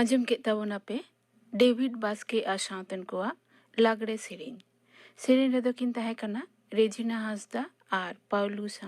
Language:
Santali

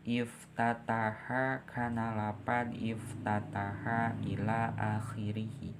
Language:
Sundanese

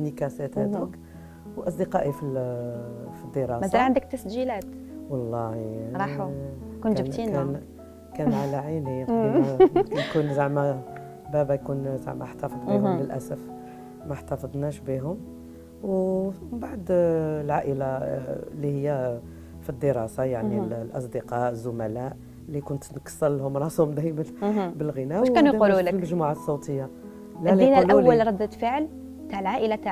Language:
Algerian Arabic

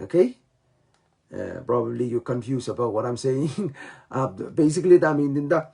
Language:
Pohnpeian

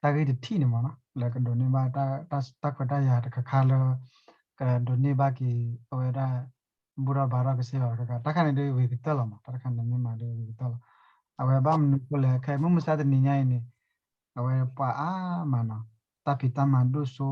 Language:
S'gaw Karen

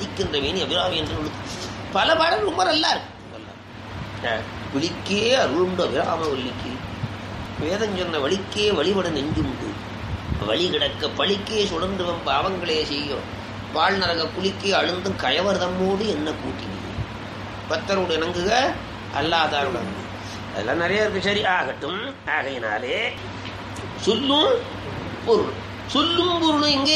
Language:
Tamil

